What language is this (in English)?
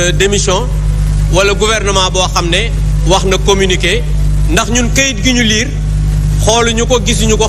Wolof